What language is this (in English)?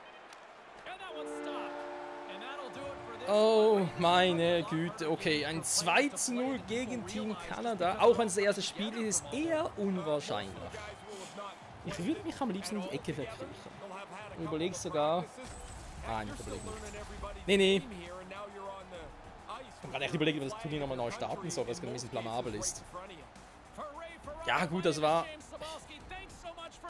German